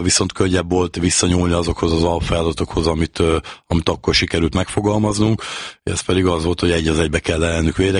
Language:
Hungarian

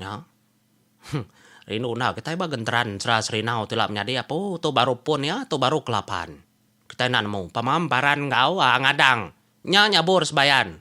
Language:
Iban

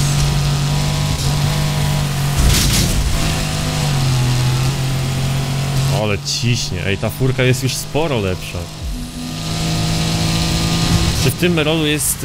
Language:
Polish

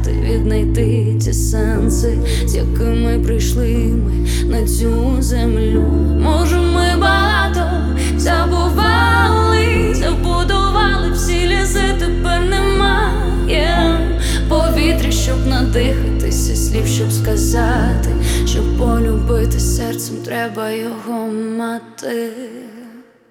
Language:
Ukrainian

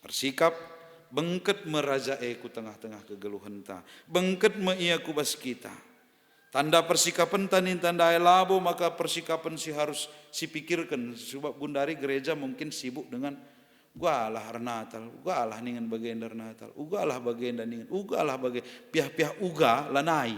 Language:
Batak Karo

